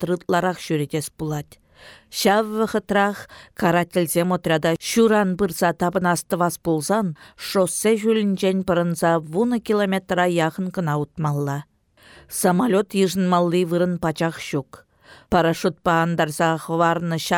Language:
Chuvash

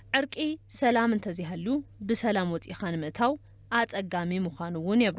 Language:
Tigrinya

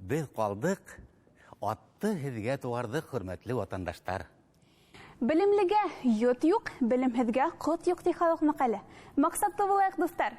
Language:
Bashkir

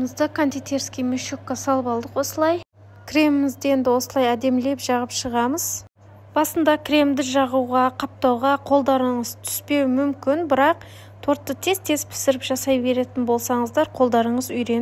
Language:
Kazakh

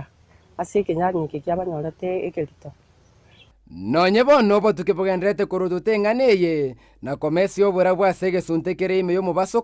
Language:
Gusii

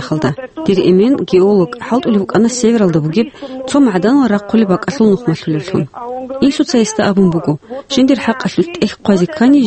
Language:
Avaric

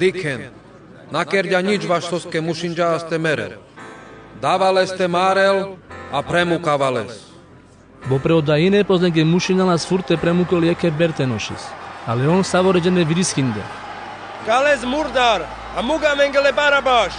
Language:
Carpathian Romani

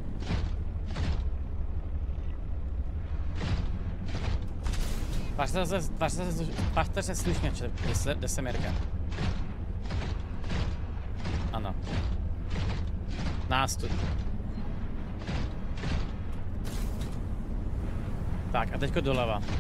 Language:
Czech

